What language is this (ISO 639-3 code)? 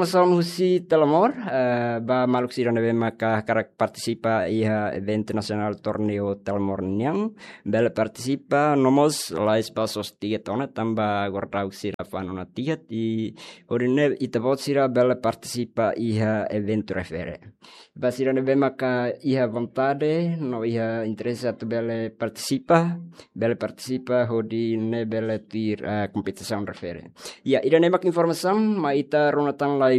tet